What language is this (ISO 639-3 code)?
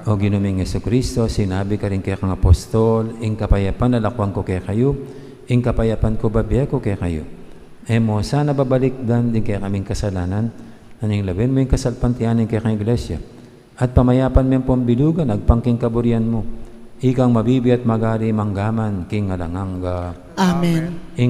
pam